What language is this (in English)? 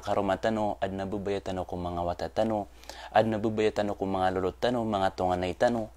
Maranao